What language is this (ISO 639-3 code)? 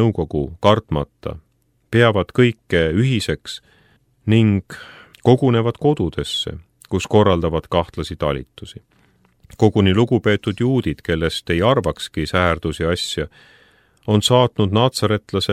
est